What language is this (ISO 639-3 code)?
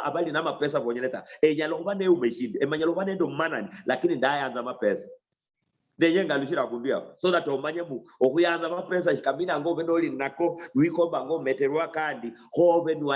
luy